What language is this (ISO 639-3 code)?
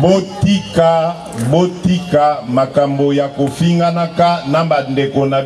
lin